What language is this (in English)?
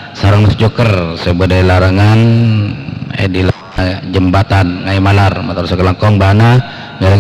Madurese